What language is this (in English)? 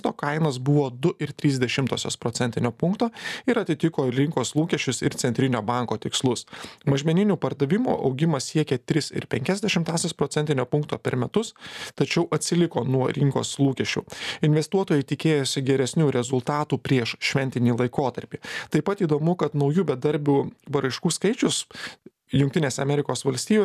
Lithuanian